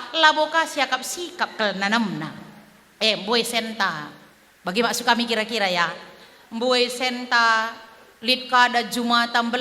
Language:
Batak Karo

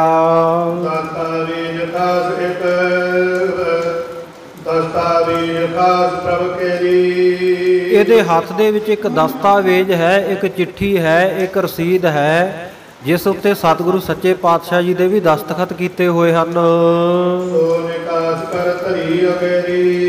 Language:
Punjabi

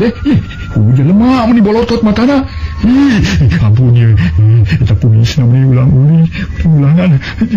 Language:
Sundanese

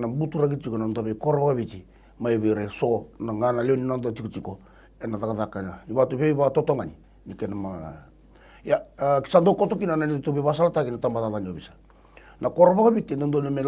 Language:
Fijian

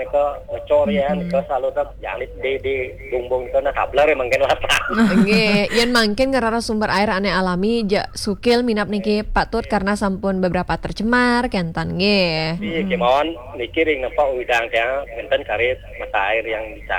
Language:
Balinese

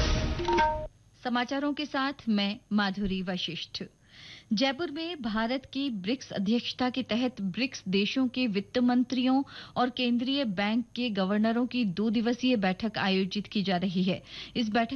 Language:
Hindi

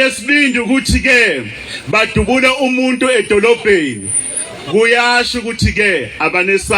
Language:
Zulu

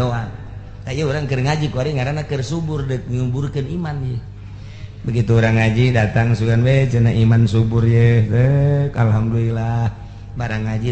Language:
Sundanese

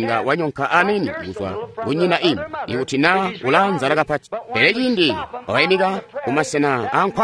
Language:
Tonga (Zambia)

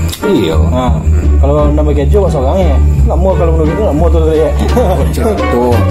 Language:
Minangkabau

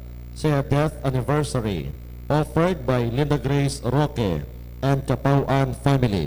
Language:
Hiligaynon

